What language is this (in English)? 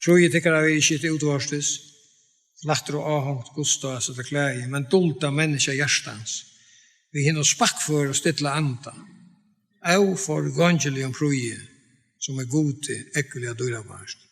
Faroese